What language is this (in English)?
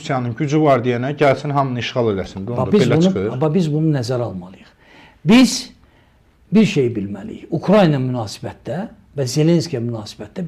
Azerbaijani